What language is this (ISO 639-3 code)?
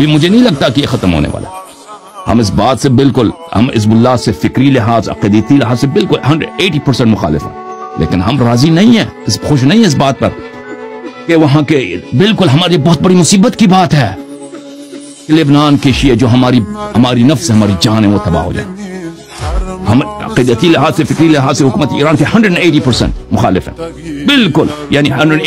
urd